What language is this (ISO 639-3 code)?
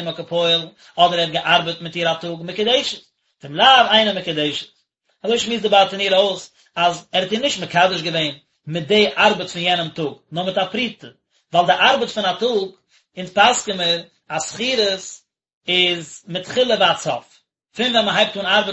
yid